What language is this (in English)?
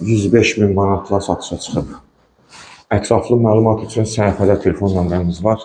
Azerbaijani